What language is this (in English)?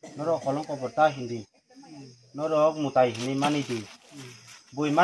Kok Borok